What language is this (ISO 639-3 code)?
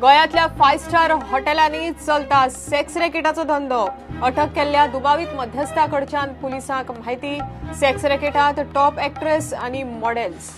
kok